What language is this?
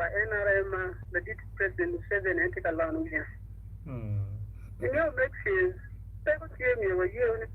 Acoli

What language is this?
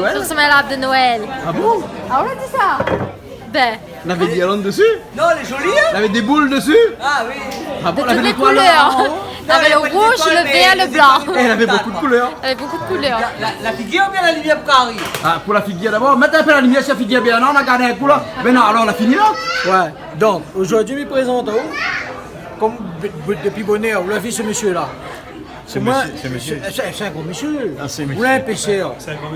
Réunion Creole French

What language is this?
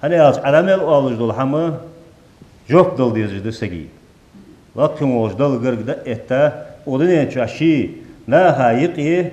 Ingush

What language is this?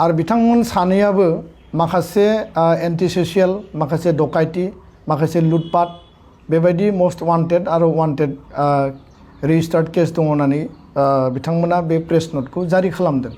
Bodo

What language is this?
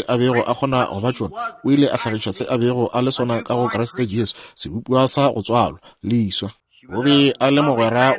Northern Sotho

